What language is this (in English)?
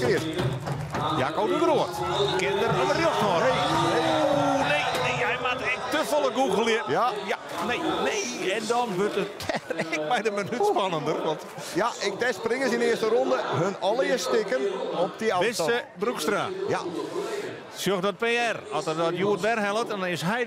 Western Frisian